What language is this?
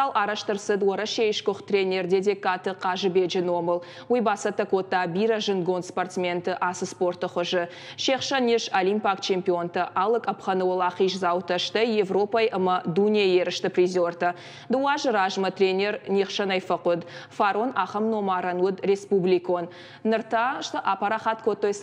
Ossetic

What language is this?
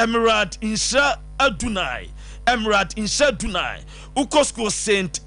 Akan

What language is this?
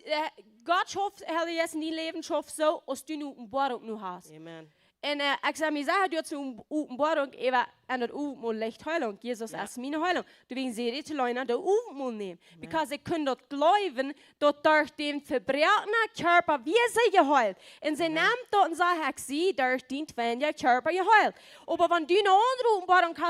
Plautdietsch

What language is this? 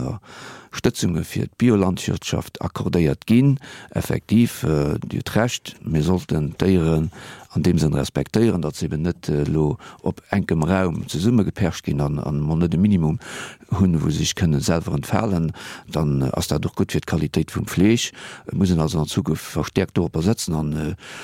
Luxembourgish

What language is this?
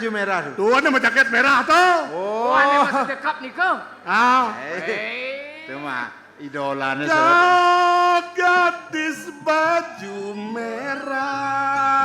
Balinese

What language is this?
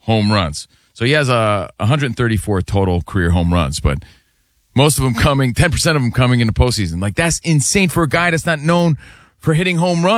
English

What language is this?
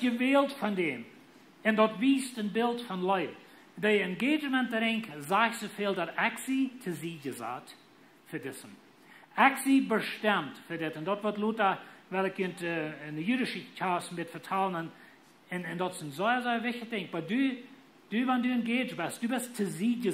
Plautdietsch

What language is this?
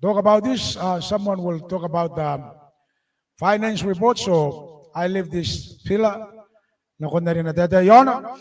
Gilbertese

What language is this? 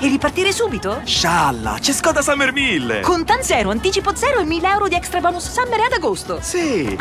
Italian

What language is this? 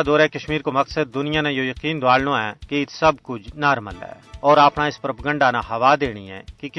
Gujari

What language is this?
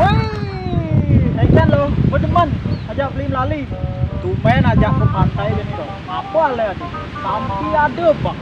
Balinese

